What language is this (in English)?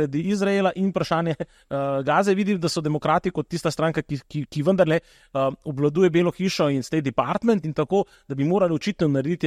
Slovenian